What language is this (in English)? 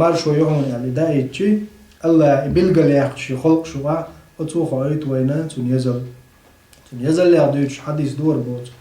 Chechen